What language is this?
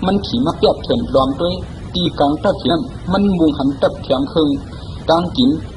Shan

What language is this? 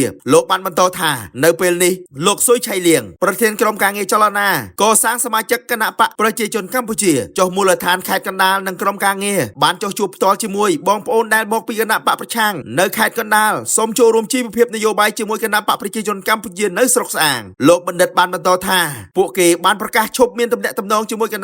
Khmer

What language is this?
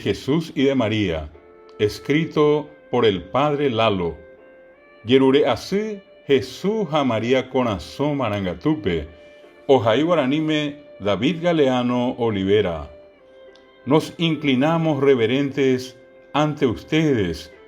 Guarani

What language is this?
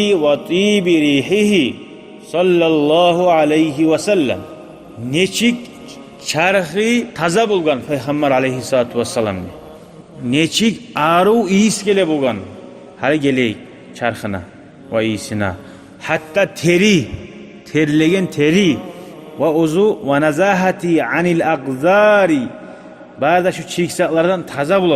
Kumyk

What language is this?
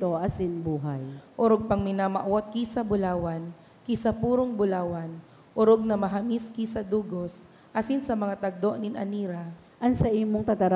Bikol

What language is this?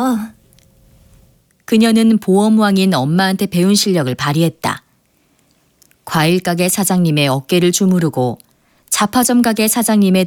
Korean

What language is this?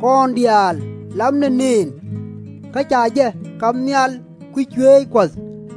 Nuer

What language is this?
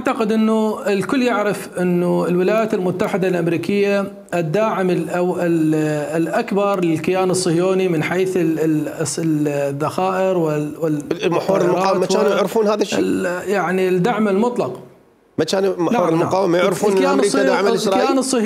Mesopotamian Arabic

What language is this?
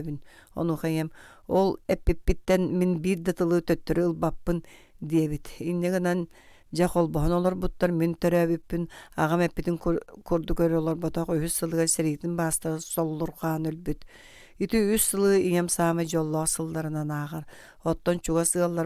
Yakut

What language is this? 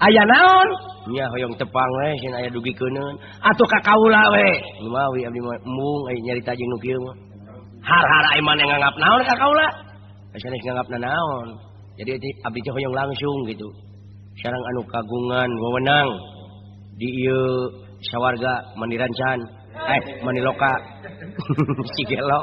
Sundanese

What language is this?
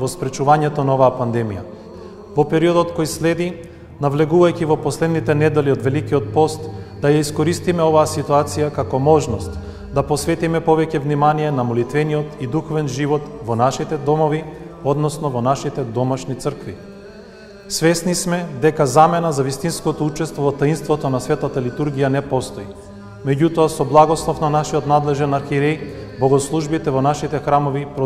Macedonian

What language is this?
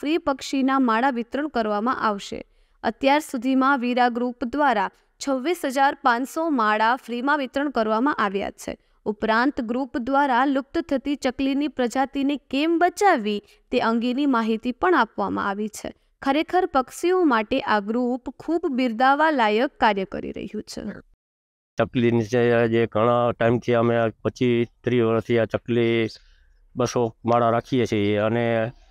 Gujarati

